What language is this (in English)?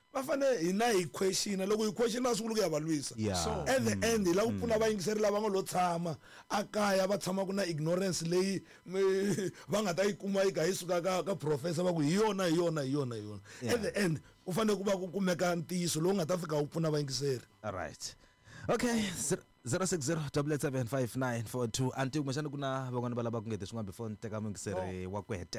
Tsonga